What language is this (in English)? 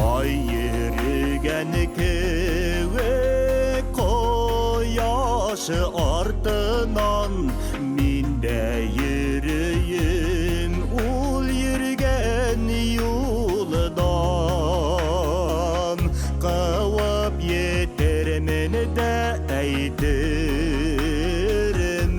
Bashkir